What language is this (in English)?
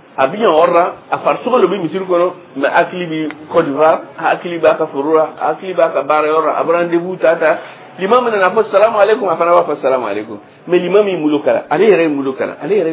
Dyula